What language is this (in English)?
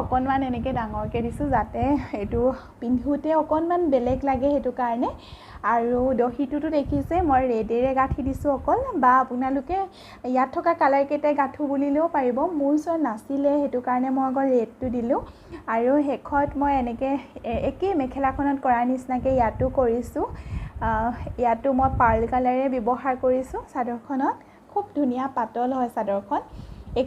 Assamese